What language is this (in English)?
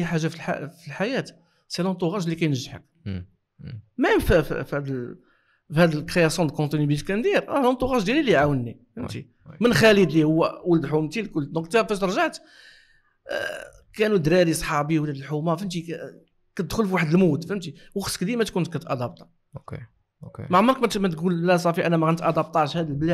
Moroccan Arabic